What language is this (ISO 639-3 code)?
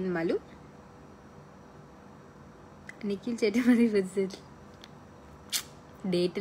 mal